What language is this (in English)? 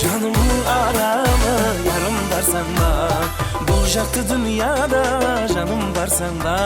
Kara-Kalpak